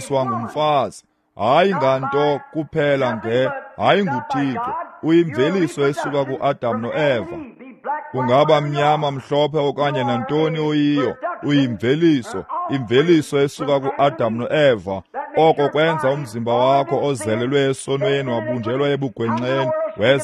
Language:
Xhosa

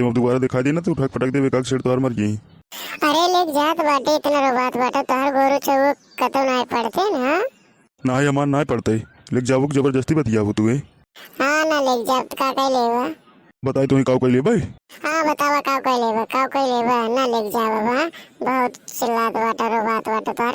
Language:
Awadhi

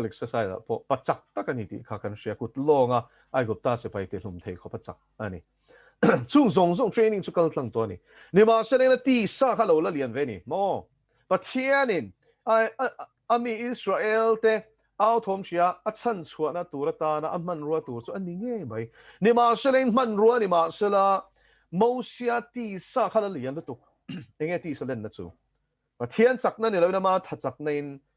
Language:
Mizo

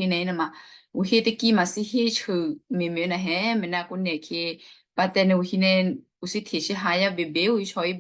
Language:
Western Kayah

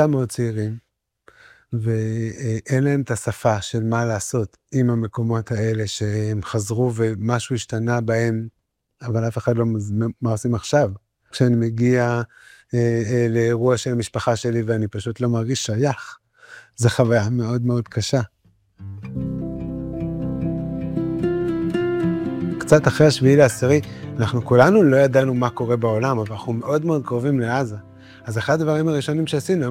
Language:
Hebrew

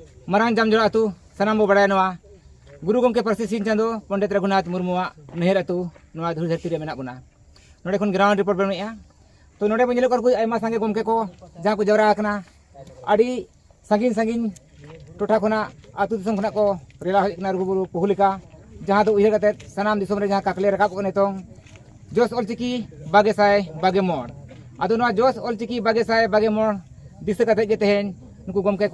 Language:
Santali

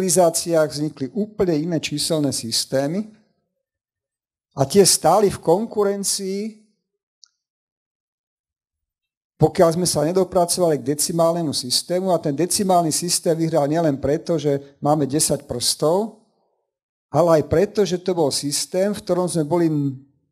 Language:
Slovak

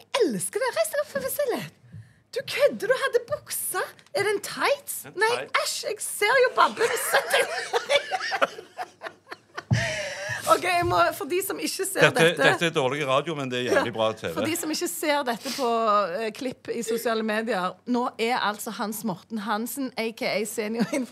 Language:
Norwegian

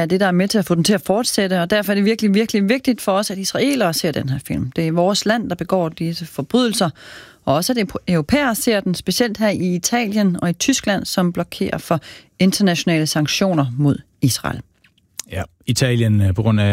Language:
Danish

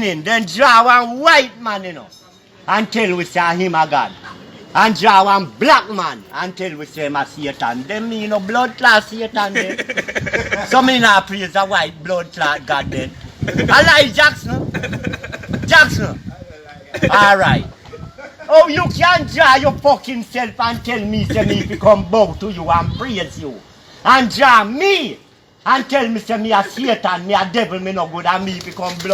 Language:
Jamaican Creole English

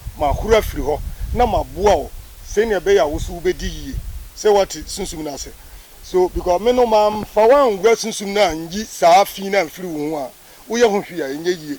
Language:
Akan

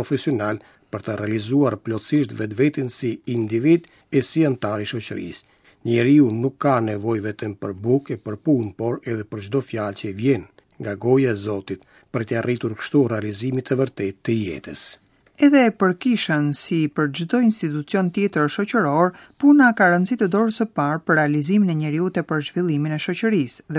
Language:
Albanian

